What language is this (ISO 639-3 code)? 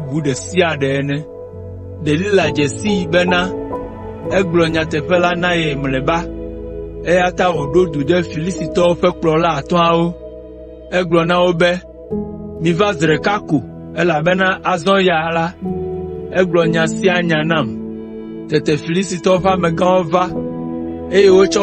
ewe